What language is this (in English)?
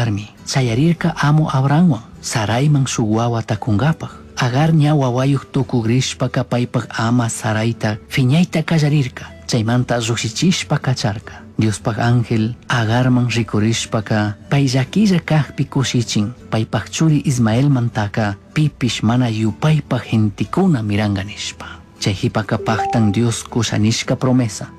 Chimborazo Highland Quichua